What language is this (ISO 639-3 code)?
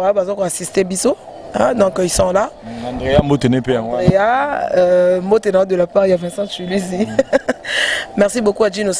lin